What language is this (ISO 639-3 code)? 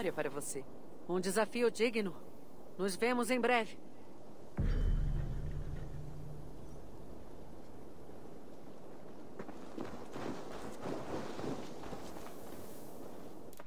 por